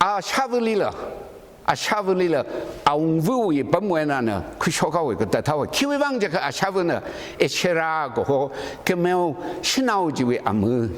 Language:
Tangkhul Naga (India)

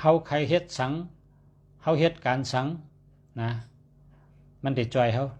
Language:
Shan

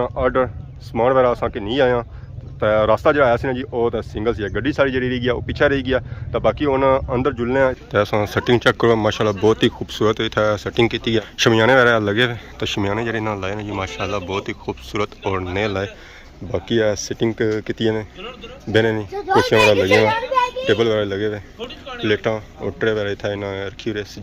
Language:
Pahari-Potwari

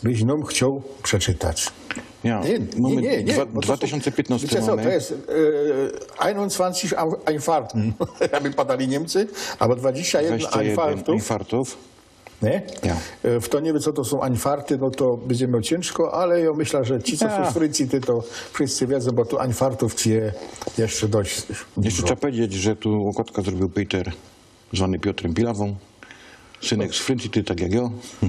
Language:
Silesian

